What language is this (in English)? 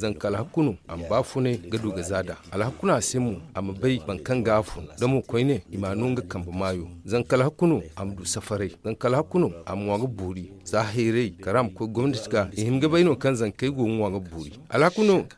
Zarma